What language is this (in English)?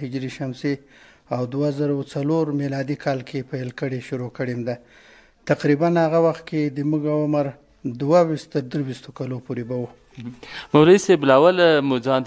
Pashto